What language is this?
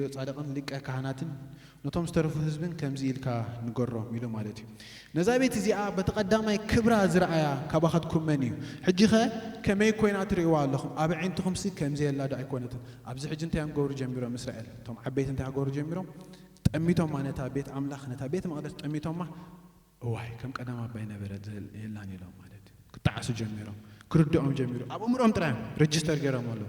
Tigrinya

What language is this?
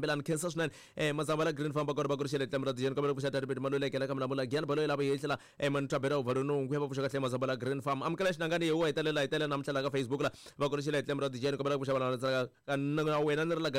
Tsonga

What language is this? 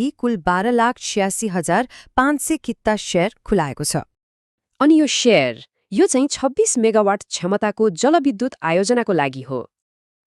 Nepali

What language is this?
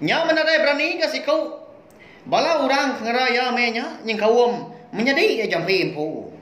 Iban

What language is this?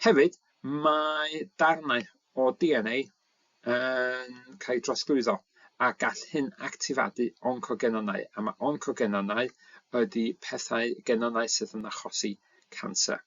Welsh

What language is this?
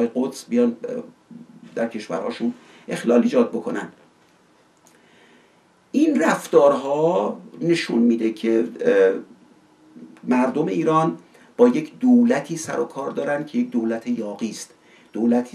Persian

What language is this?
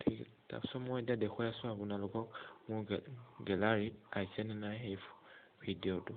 Assamese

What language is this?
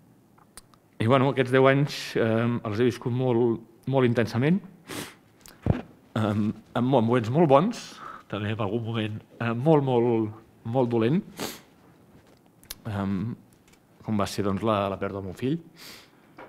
Catalan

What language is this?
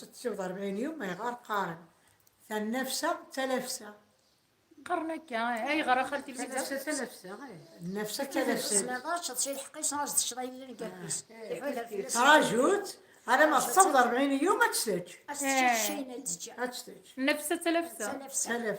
Kabyle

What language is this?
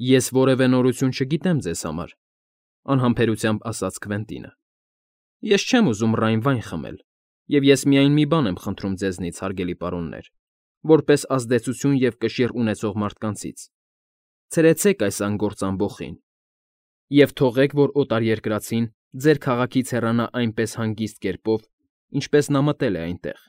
Armenian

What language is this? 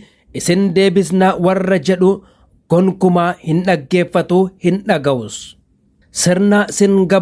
Oromo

